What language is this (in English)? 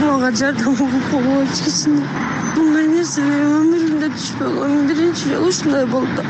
Kyrgyz